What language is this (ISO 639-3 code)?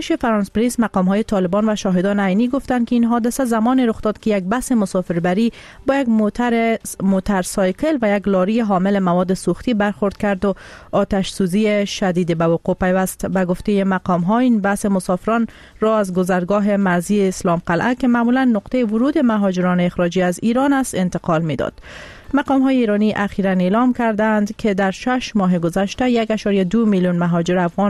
fas